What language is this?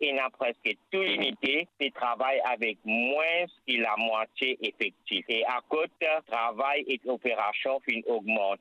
Morisyen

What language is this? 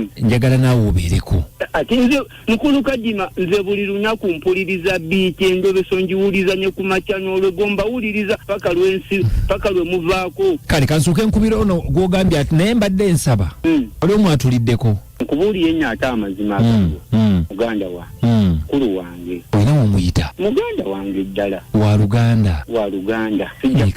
Ganda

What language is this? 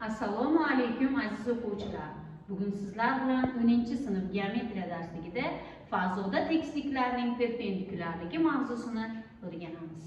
Uzbek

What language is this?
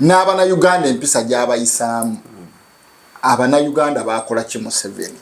Ganda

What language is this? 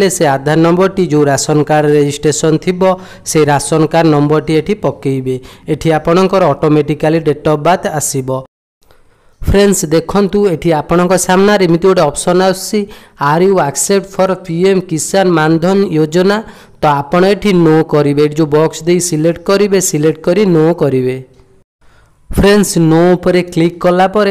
Odia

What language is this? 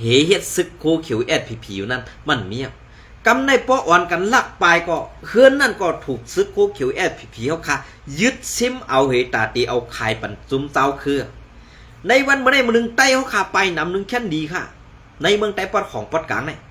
Shan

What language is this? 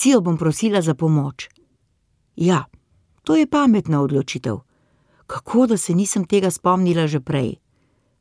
Slovenian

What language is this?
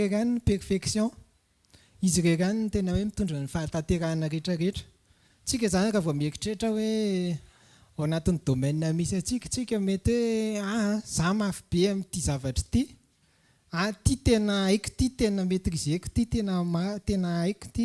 Malagasy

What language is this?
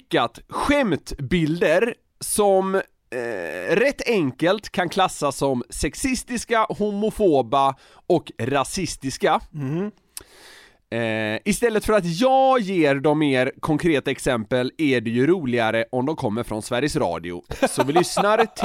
Swedish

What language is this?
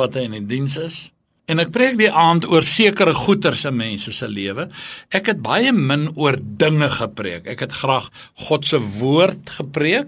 Afrikaans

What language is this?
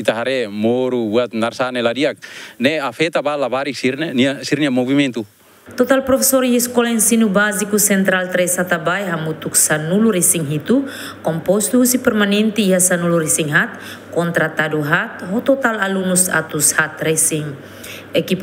Tetum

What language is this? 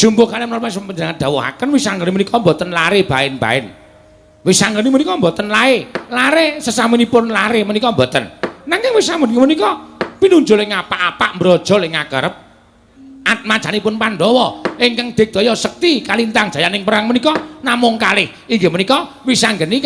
Javanese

